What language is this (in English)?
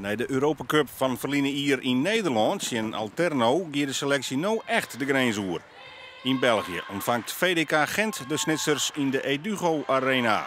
Western Frisian